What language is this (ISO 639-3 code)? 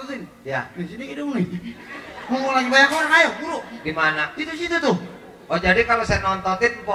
bew